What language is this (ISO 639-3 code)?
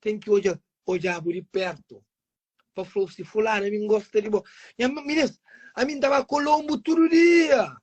kea